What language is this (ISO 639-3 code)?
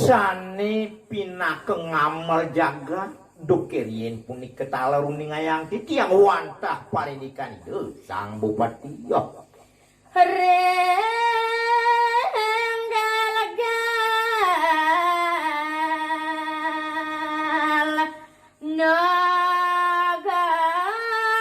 ban